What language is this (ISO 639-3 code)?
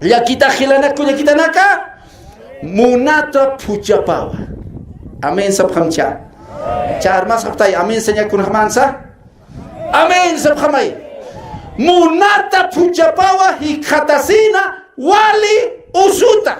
aym